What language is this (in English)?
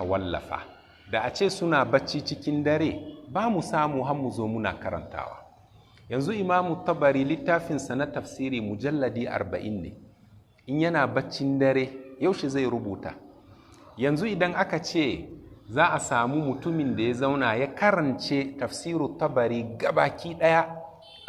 Hausa